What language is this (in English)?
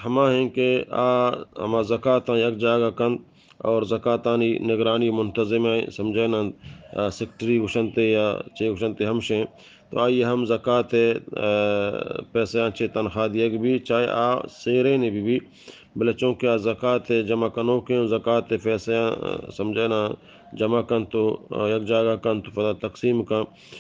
Baluchi